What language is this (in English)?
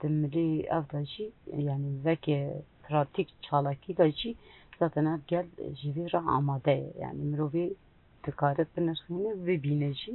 Kurdish